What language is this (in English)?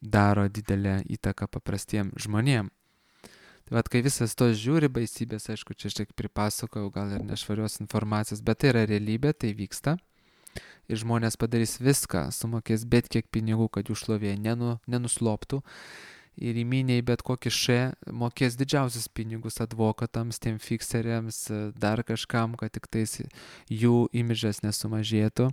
Lithuanian